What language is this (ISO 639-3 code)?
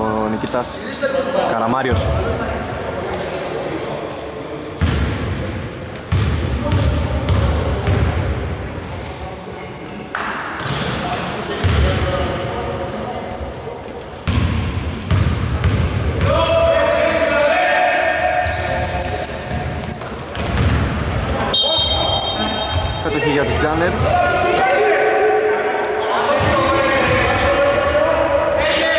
ell